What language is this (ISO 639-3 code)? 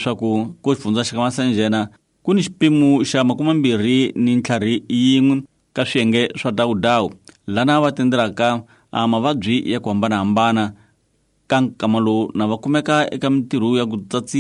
tso